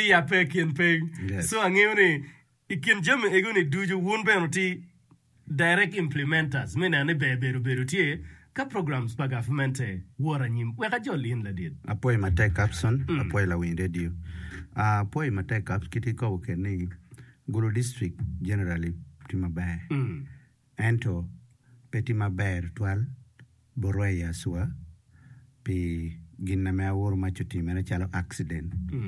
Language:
Acoli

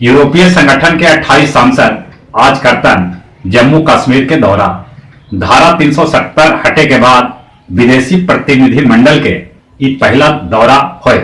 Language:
Magahi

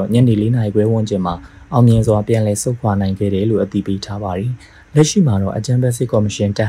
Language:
Burmese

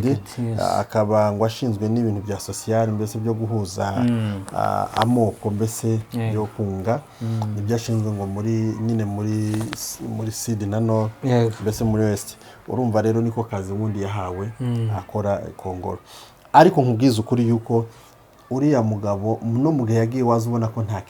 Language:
Kinyarwanda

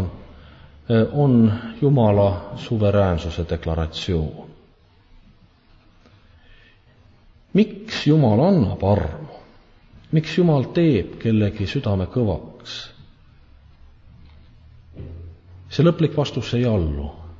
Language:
Estonian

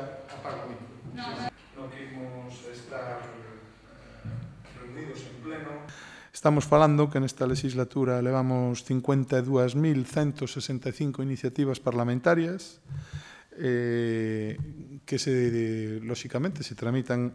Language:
Galician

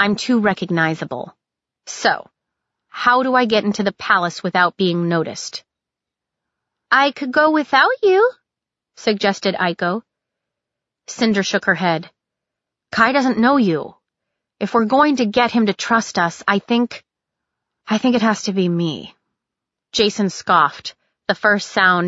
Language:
English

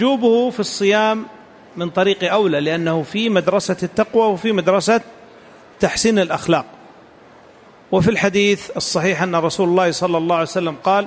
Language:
Arabic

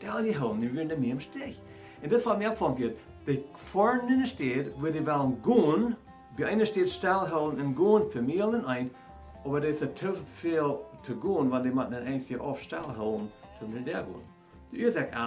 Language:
Plautdietsch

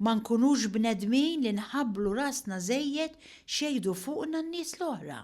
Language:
Maltese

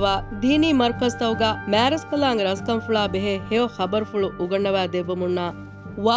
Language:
Divehi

